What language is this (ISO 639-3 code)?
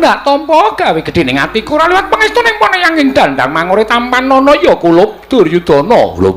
jav